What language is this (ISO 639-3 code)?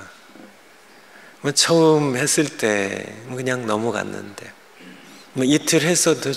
kor